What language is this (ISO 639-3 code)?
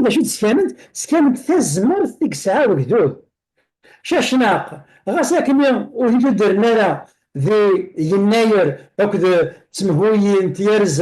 kab